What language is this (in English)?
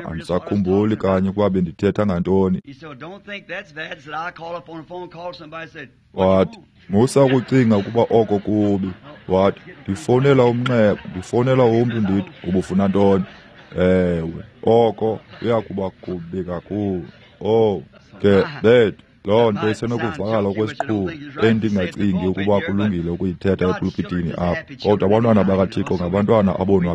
Xhosa